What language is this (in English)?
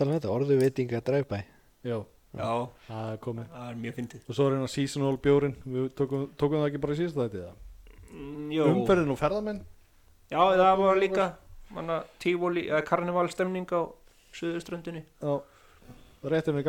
Icelandic